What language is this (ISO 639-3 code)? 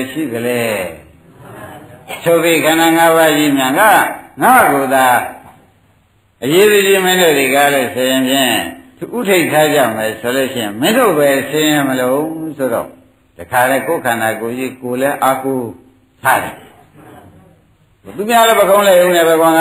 mya